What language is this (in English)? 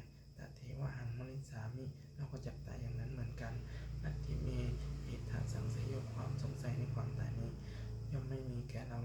Pali